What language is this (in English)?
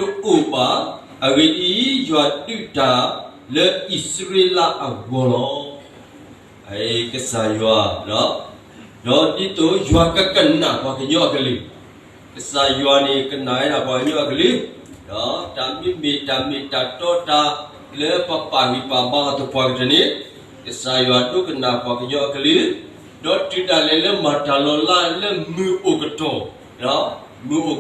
S'gaw Karen